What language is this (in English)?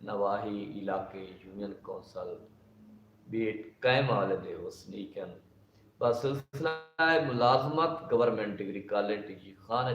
Saraiki